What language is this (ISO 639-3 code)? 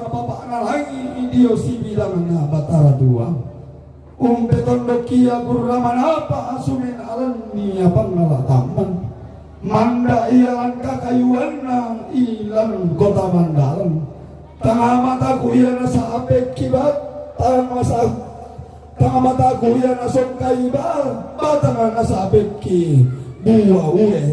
sda